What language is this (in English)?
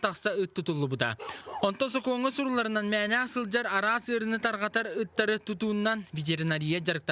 Yakut